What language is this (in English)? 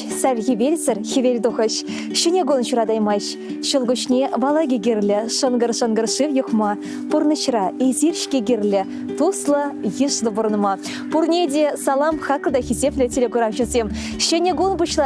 Chuvash